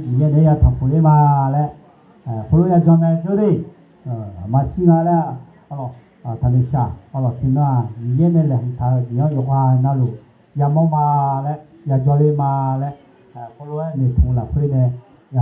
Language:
Akha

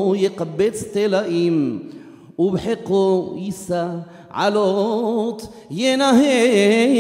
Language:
Hebrew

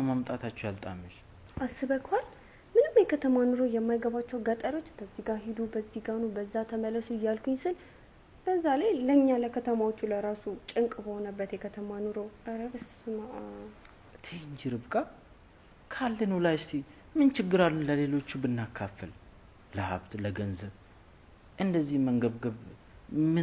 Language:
Amharic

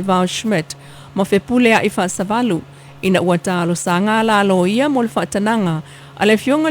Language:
Samoan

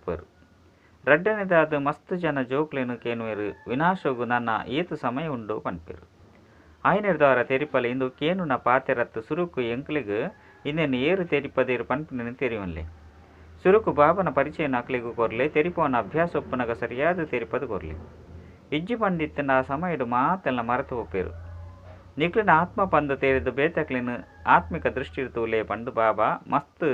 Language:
Tulu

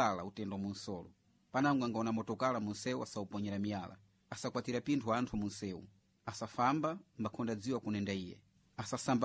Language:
Sena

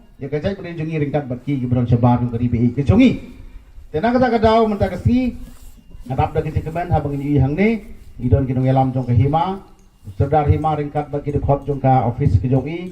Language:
Khasi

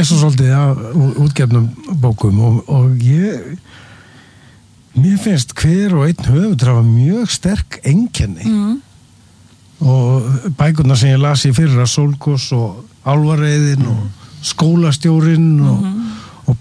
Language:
Icelandic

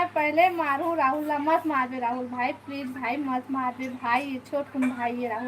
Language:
Chhattisgarhi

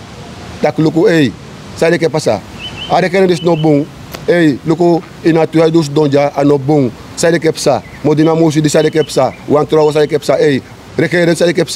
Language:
Sranan Tongo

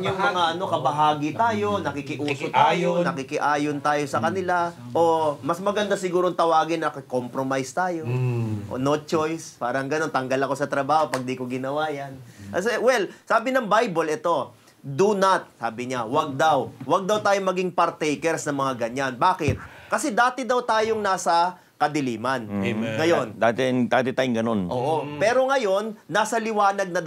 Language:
Filipino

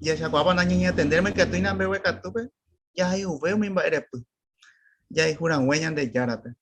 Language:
Guarani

